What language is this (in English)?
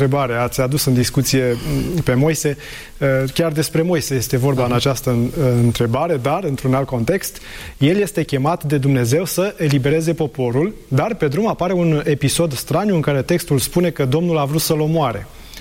Romanian